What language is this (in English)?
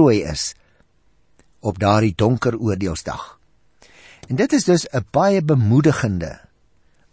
Afrikaans